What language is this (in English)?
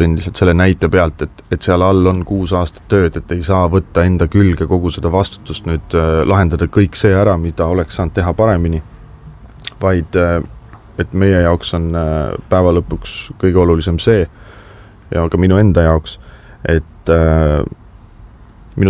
Estonian